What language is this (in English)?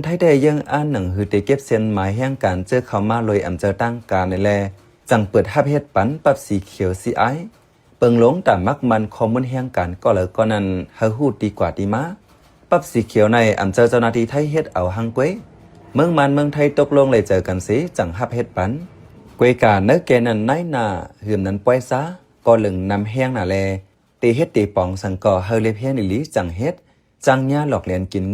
Shan